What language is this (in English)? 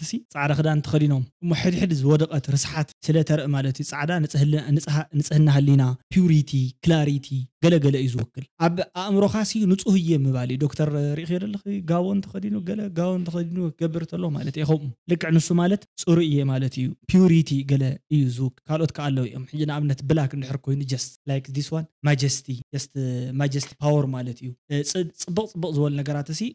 Tigrinya